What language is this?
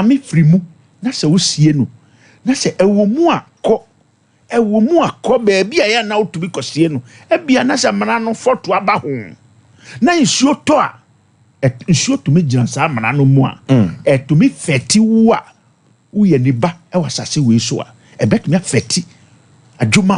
Akan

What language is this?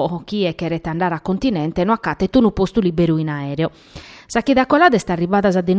Sardinian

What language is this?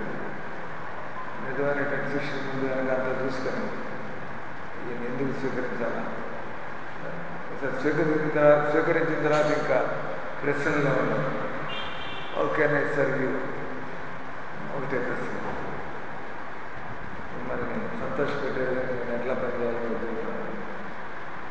Telugu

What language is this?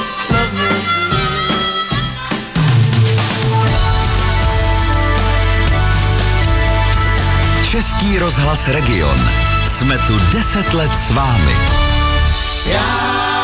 Czech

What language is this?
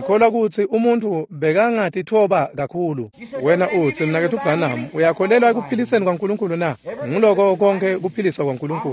Swati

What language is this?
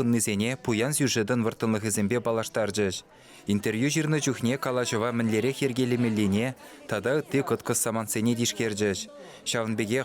Chuvash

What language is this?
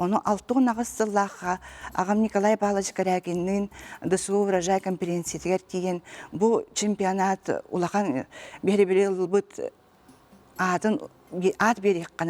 Yakut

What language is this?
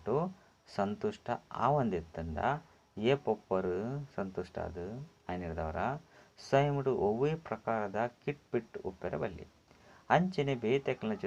Tulu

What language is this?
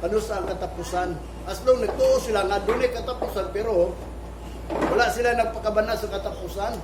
Cebuano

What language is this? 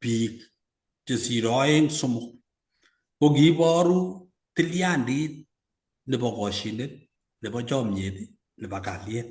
Kalenjin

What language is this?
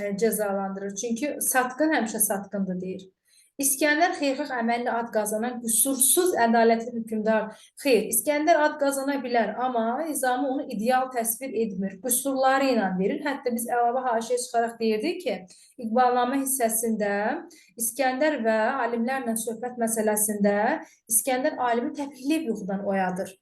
Azerbaijani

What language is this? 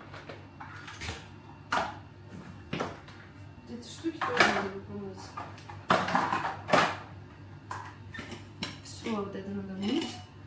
Russian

